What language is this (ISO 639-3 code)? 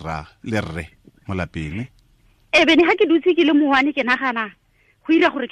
tsn